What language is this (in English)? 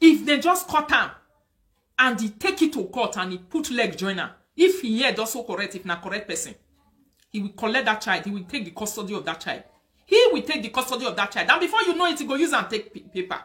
Nigerian Pidgin